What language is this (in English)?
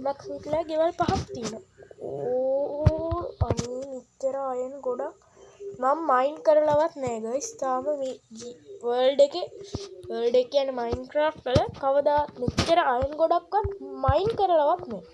Sinhala